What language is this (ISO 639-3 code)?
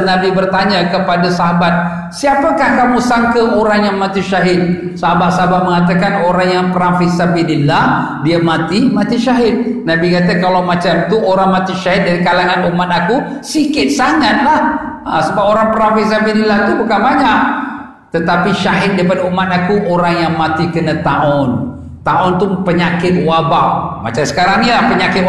msa